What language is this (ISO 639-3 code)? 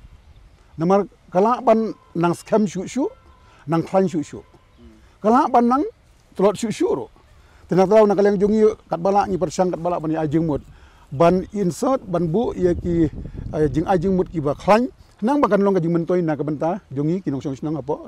kha